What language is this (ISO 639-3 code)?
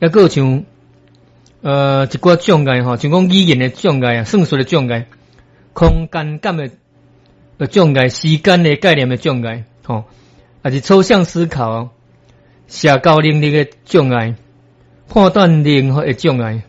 nan